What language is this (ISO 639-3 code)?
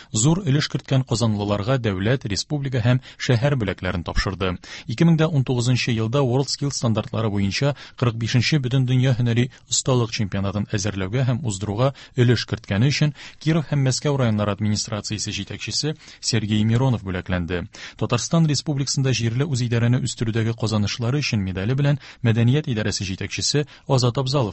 tat